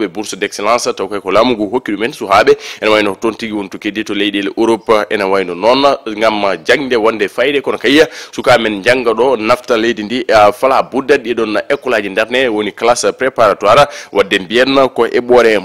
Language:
Fula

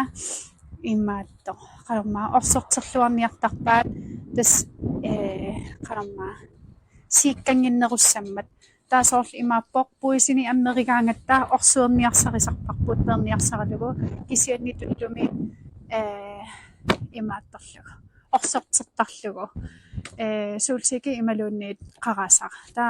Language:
Kalaallisut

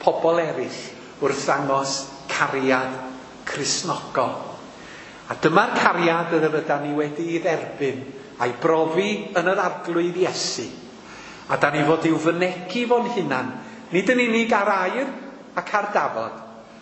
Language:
Welsh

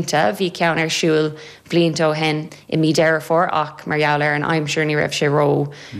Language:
Irish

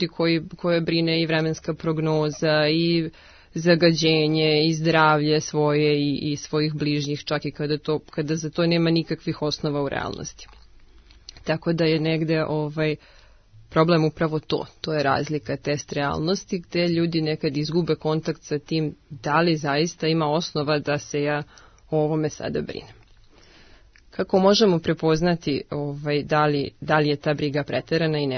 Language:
Serbian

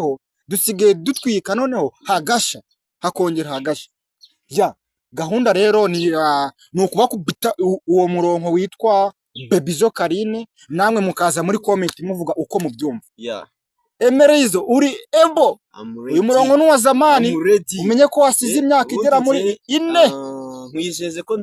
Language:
Kinyarwanda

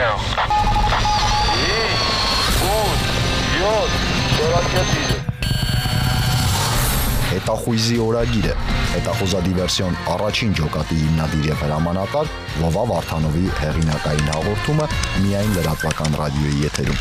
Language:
Armenian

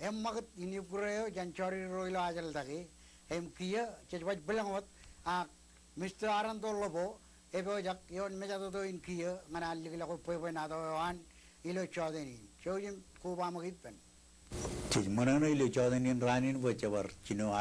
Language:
Marshallese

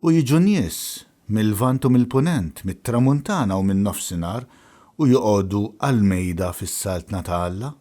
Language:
Maltese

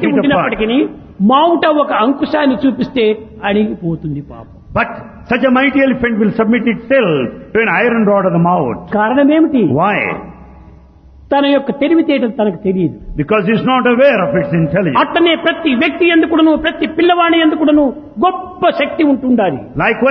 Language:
Telugu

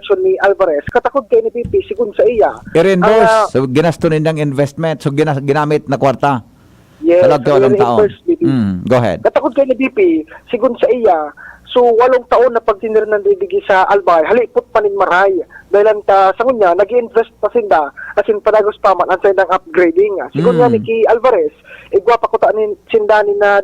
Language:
Bikol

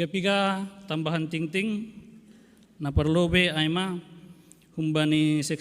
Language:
Batak Simalungun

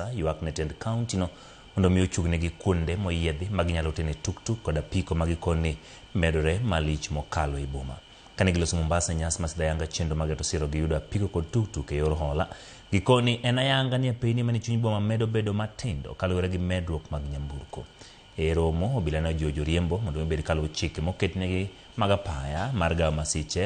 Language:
Luo (Kenya and Tanzania)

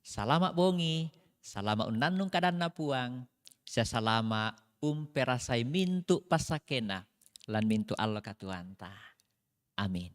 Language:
Toraja-Sa'dan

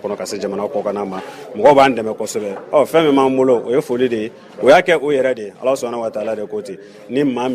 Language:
Bambara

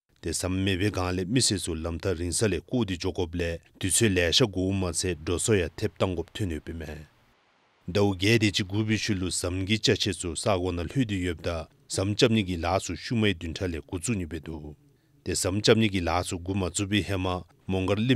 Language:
Dzongkha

